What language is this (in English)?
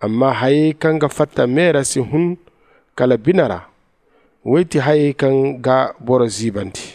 Zarma